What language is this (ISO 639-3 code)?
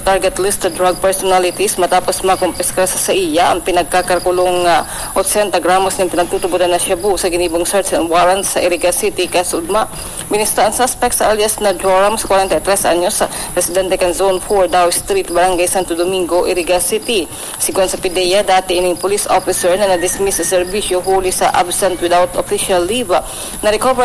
bik